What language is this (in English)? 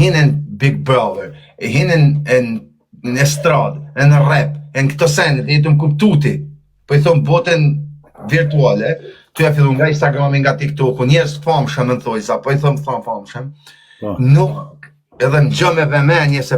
Albanian